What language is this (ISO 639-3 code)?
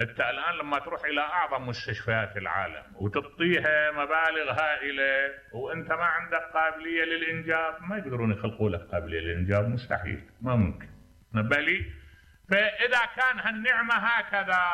acm